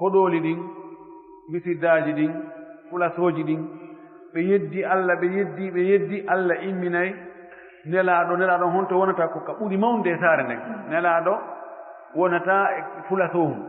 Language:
Fula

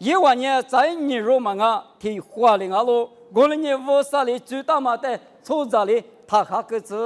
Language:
Lisu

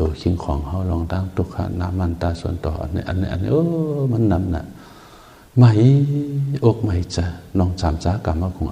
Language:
Shan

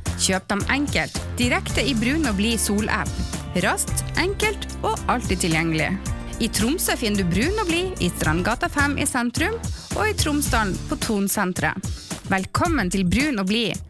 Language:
Norwegian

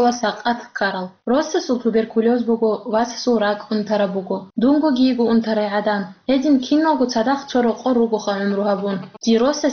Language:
Avaric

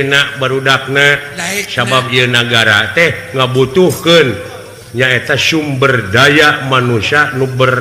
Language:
Sundanese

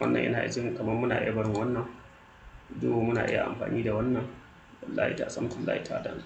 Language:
Hausa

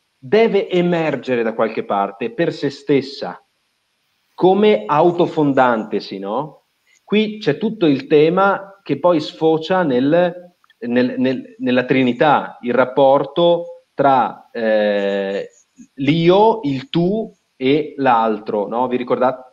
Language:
Italian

